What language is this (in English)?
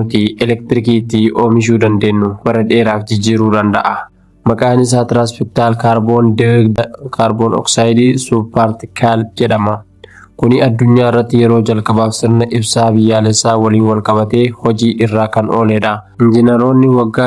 Oromo